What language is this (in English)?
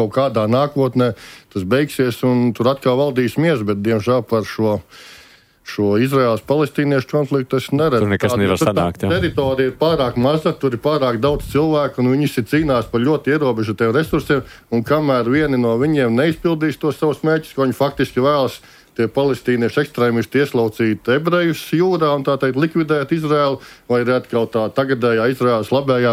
Latvian